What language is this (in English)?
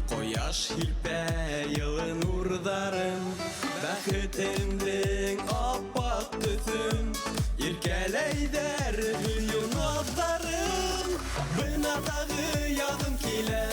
Bashkir